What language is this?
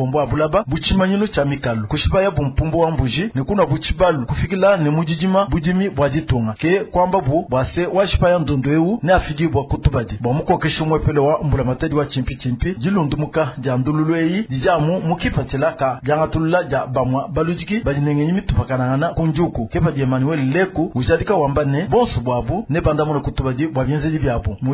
Luba-Lulua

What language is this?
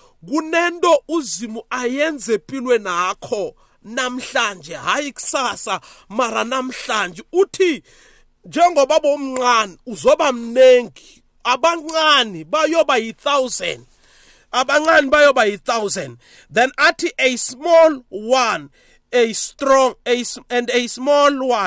South Ndebele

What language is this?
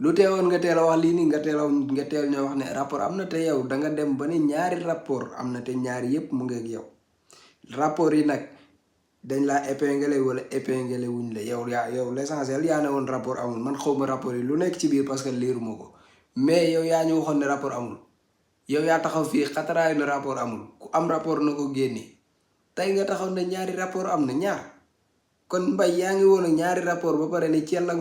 Wolof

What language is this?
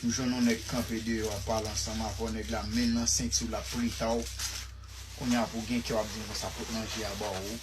Haitian Creole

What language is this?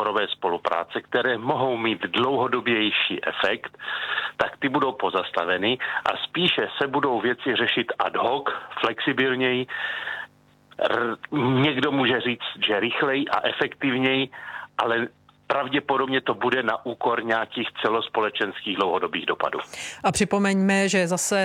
Czech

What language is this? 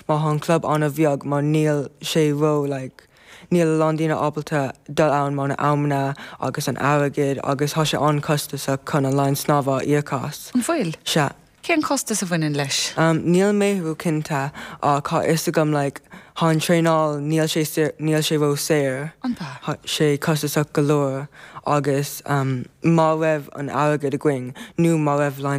Irish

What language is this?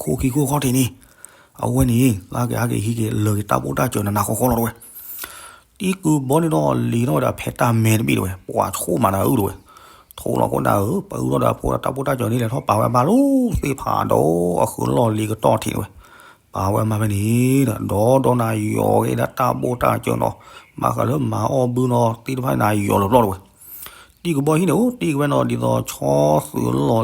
S'gaw Karen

